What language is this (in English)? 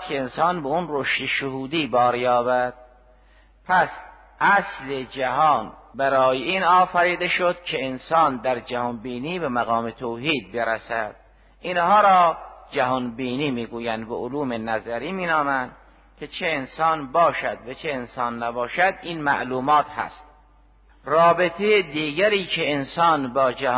Persian